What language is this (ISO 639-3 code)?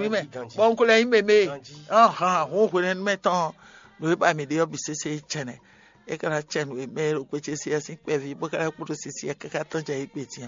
fon